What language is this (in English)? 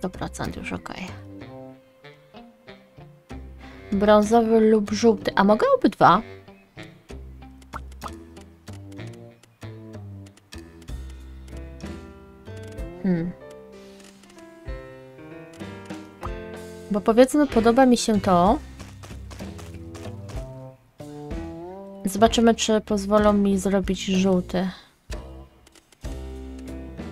Polish